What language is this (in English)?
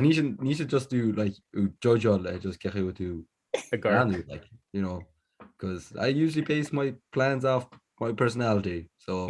Irish